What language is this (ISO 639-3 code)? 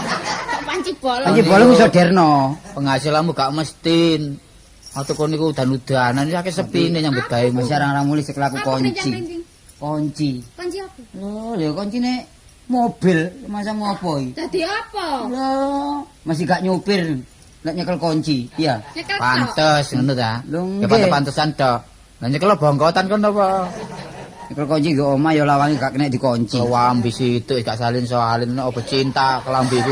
jav